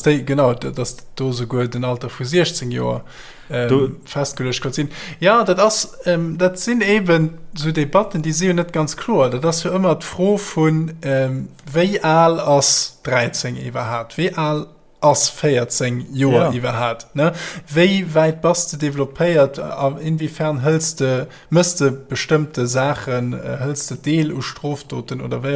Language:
Luxembourgish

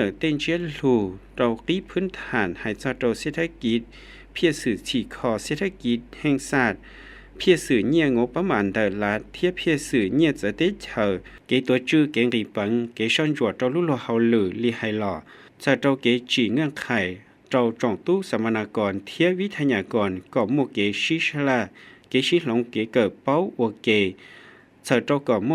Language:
Hmong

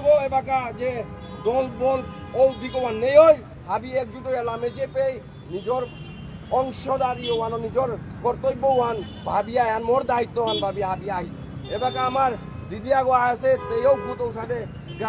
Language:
Bishnupriya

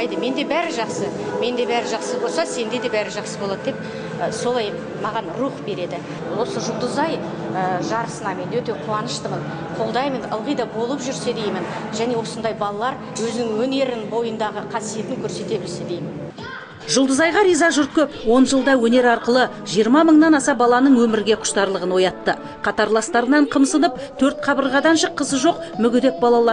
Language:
Kazakh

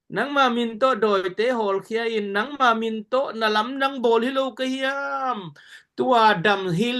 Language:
Tedim Chin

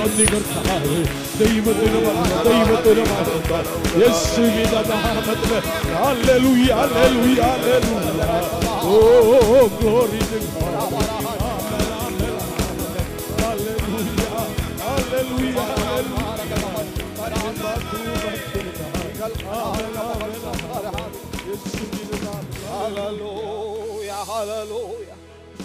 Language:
Malayalam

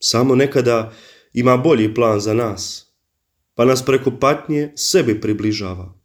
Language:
Croatian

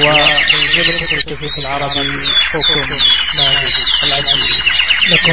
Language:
Najdi Arabic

